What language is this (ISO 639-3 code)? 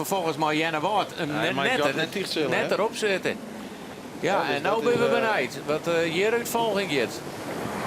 fry